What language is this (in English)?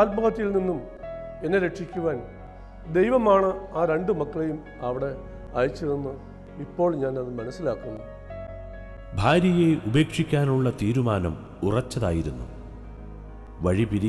Malayalam